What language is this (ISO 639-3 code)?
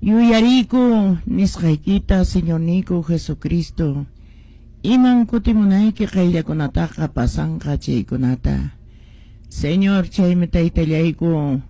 que